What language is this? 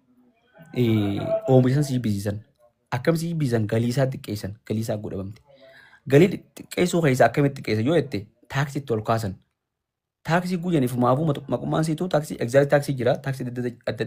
Oromo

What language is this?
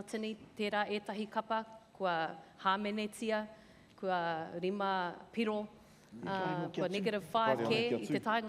Māori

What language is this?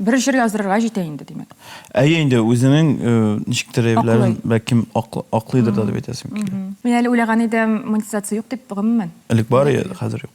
Tatar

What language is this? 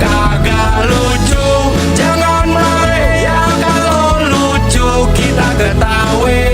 Betawi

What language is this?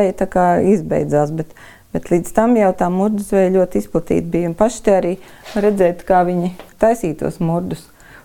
Latvian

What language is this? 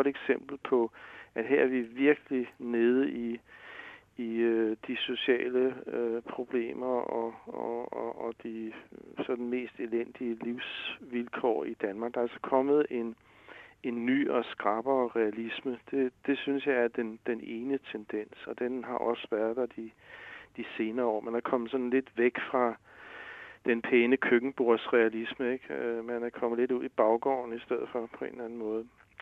Danish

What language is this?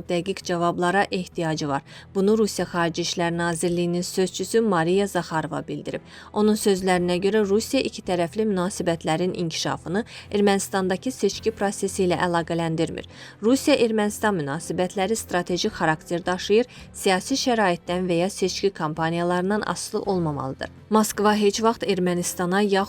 Azerbaijani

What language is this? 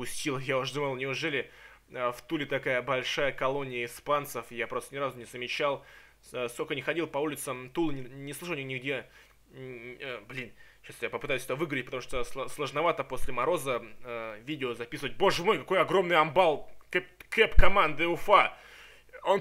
Russian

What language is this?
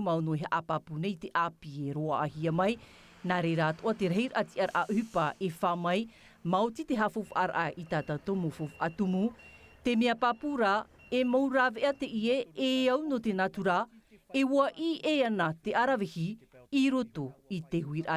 Tahitian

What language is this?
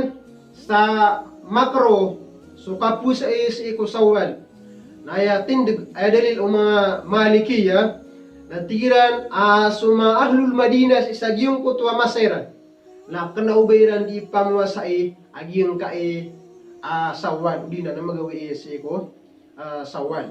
Maranao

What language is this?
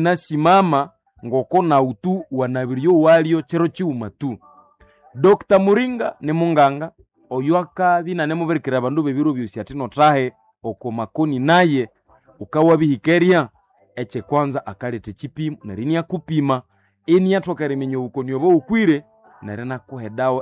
Nande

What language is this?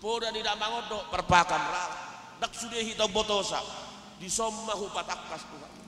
Batak Toba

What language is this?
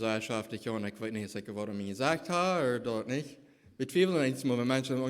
Plautdietsch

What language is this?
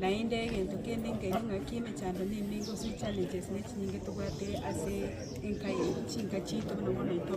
Gusii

